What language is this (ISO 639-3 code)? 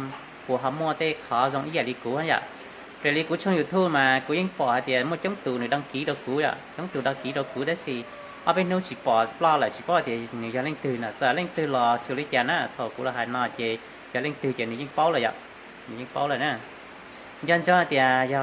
hmn